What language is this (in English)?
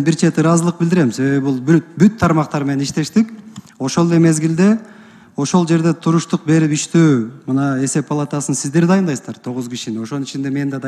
Kyrgyz